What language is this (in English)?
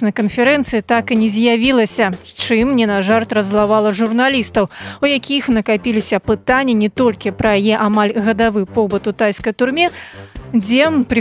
Belarusian